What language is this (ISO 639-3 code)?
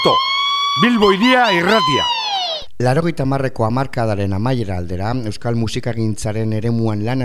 eus